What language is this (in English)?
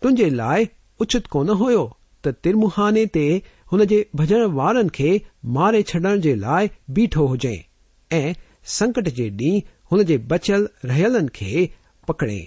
Sindhi